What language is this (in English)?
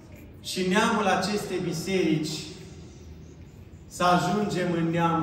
Romanian